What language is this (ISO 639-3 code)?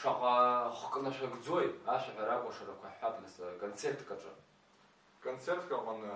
abk